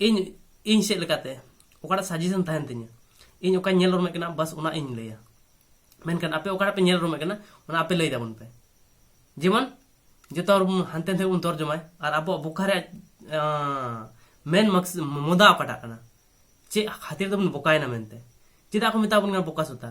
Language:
Santali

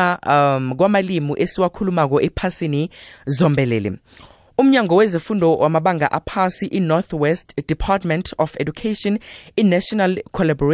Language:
South Ndebele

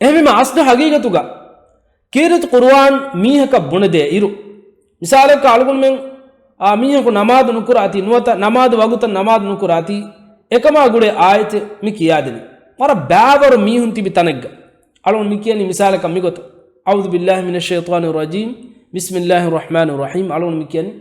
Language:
Divehi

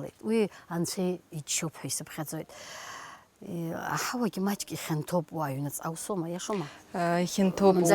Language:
Abkhazian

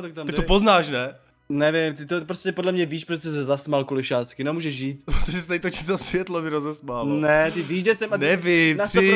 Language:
Czech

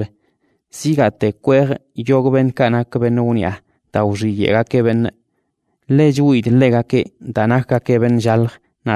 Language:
Basque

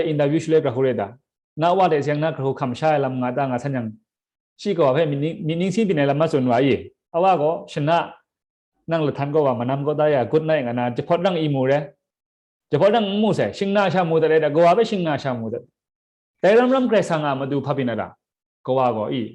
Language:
Kachin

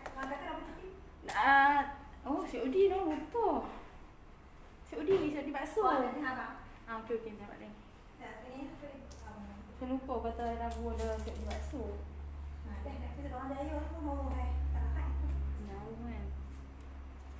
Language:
Malay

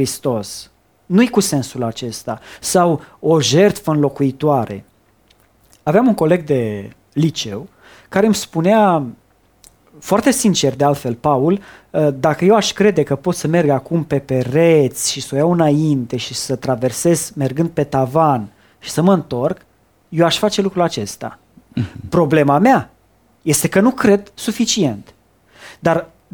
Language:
Romanian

